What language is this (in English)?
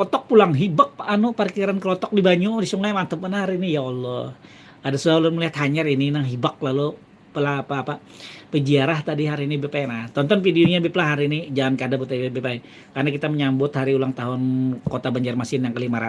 Banjar